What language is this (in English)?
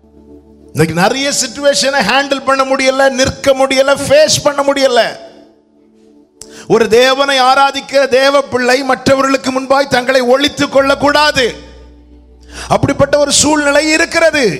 Tamil